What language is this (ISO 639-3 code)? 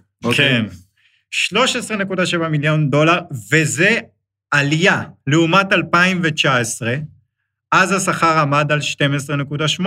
heb